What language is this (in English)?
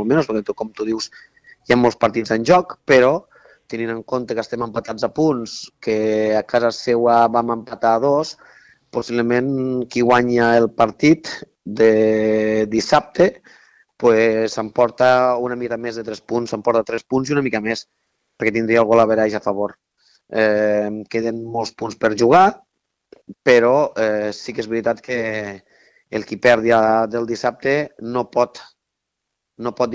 Catalan